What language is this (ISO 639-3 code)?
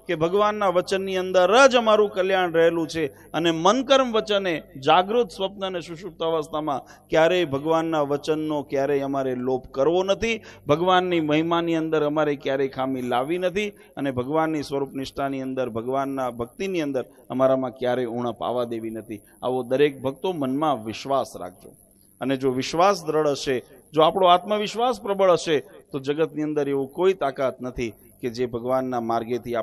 guj